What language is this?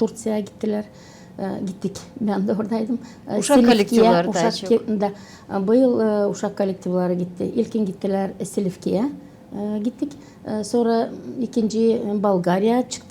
Gagauz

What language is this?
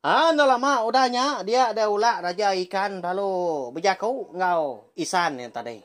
Iban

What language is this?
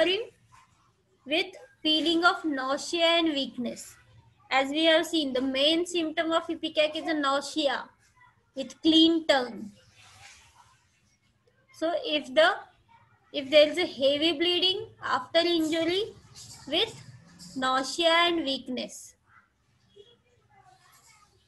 English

